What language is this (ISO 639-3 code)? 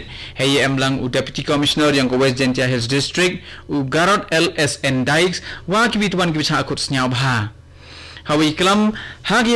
kha